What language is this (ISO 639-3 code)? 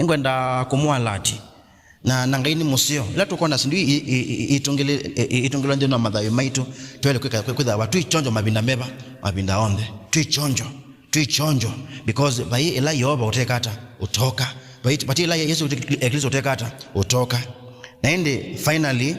kam